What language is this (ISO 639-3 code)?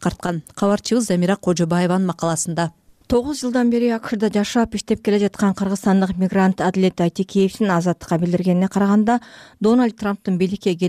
kir